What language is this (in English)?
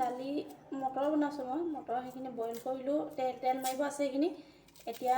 Assamese